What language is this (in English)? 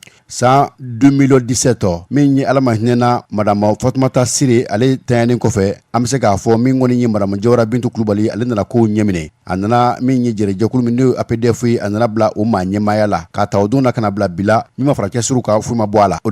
Bambara